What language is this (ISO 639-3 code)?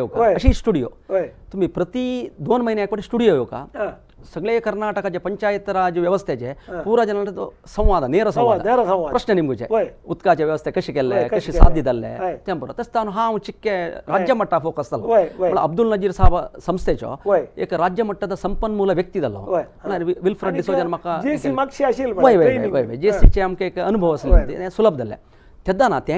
kok